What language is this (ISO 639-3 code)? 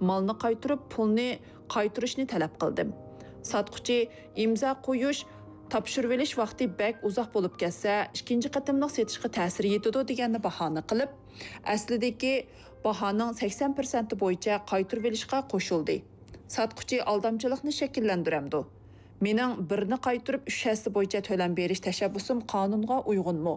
uig